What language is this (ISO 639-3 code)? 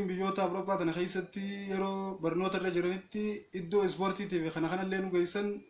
orm